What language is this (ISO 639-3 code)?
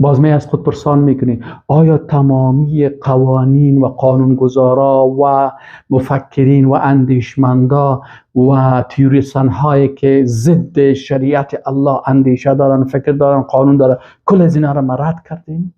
fas